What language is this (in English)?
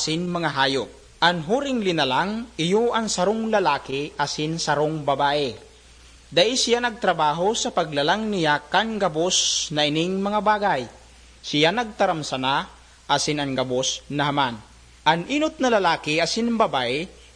Bikol